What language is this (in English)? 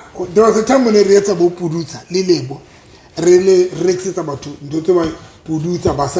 Southern Sotho